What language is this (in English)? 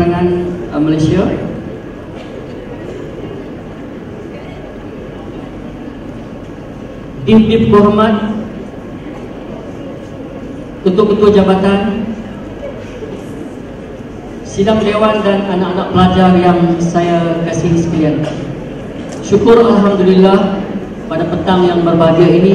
Malay